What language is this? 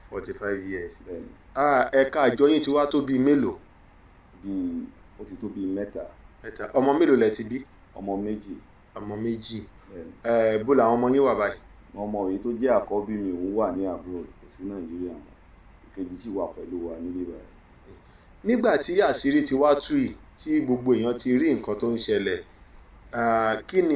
Yoruba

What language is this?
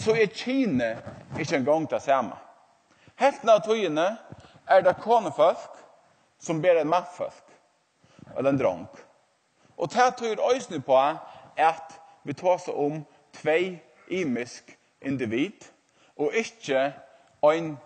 Faroese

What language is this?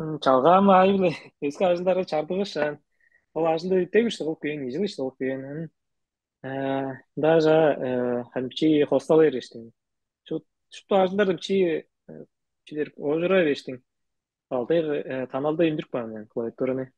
Tuvinian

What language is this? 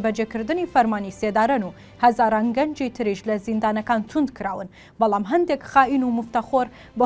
Central Kurdish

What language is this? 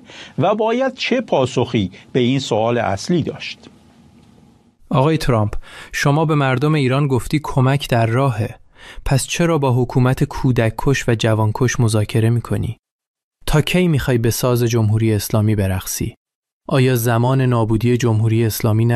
Persian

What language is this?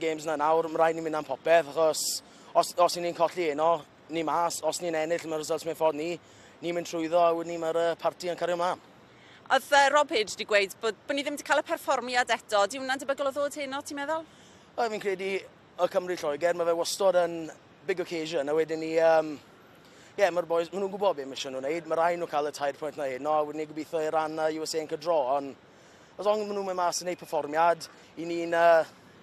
Welsh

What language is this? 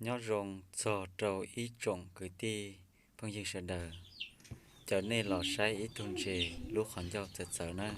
Hmong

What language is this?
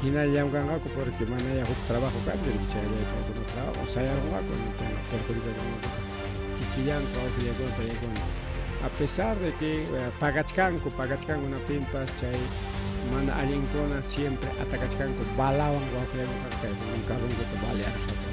Ayacucho Quechua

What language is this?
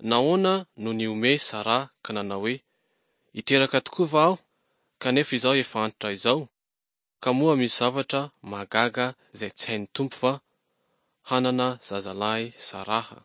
Malagasy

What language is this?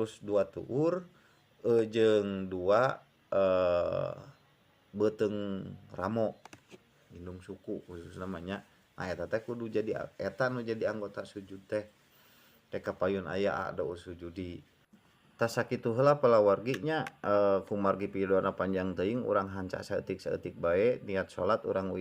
Sundanese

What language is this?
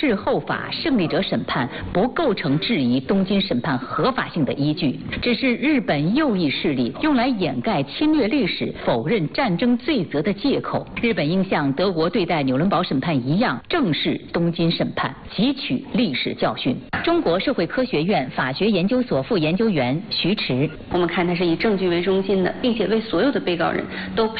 Chinese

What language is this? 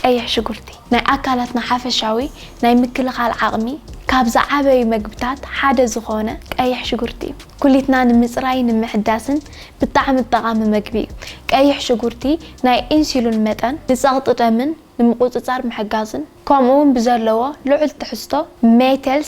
Tigrinya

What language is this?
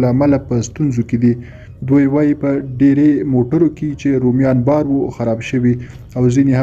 Pashto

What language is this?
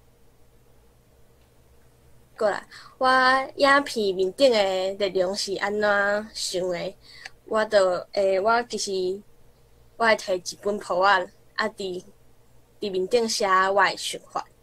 Min Nan Chinese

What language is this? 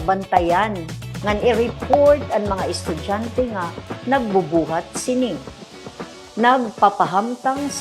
Waray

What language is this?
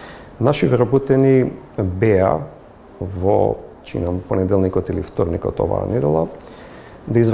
Macedonian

